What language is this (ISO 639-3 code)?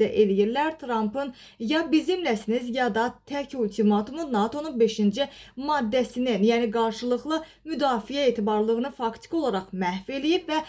aze